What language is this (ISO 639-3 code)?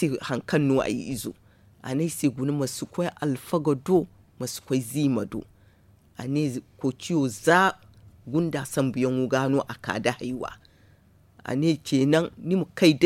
dje